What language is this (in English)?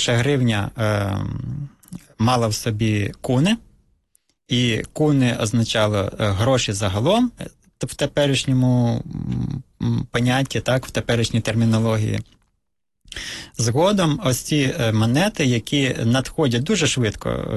Ukrainian